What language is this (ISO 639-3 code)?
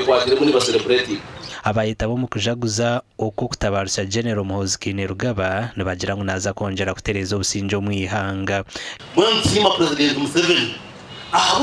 nyn